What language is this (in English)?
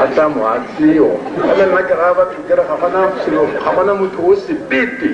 Tswana